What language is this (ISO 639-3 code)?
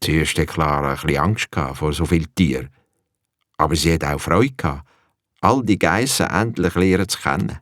gsw